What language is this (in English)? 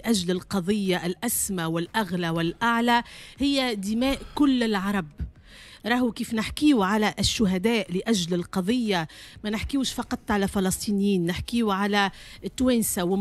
Tunisian Arabic